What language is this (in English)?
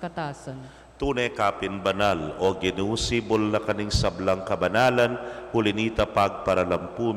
Pampanga